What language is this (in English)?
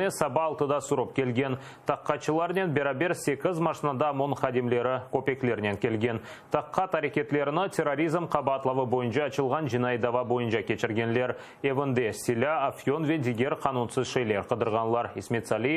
Crimean Tatar